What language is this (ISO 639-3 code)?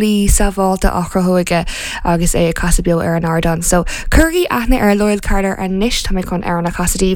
gle